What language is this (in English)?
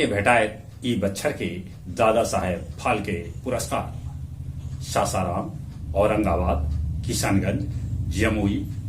Magahi